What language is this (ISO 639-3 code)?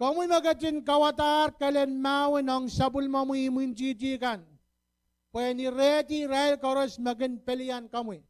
pon